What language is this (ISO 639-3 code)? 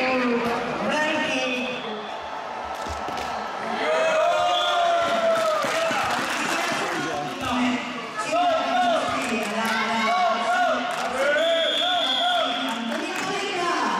ces